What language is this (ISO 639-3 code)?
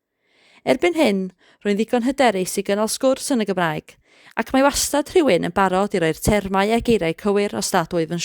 cym